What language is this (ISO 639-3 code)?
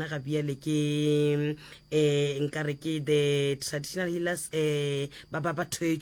nso